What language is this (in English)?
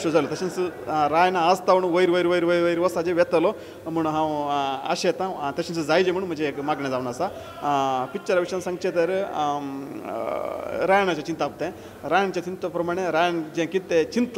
Konkani